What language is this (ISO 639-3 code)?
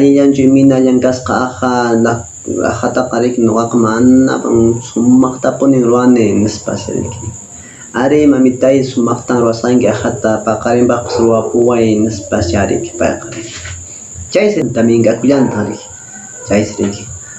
que